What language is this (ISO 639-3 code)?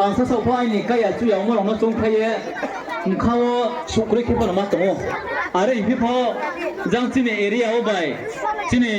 ria